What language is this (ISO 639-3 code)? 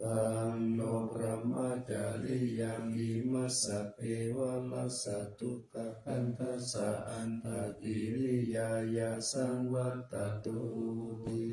pli